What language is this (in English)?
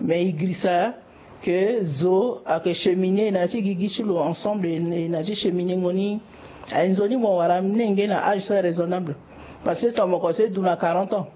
Sango